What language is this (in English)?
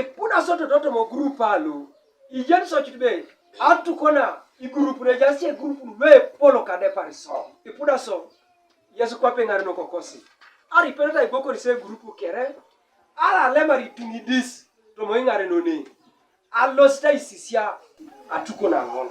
Teso